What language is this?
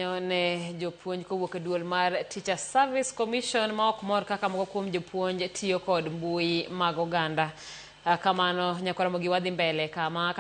Luo (Kenya and Tanzania)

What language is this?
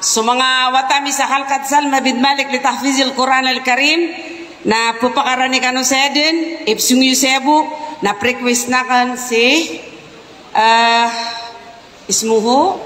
Maranao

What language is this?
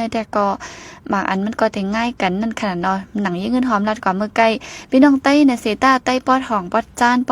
Shan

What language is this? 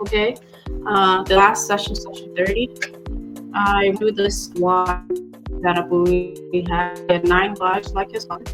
Acoli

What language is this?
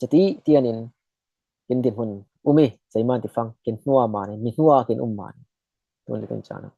Falam Chin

